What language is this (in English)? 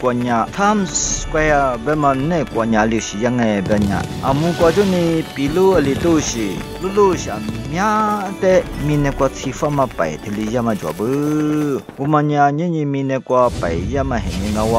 Lisu